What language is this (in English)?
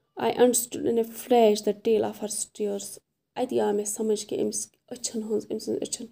Kashmiri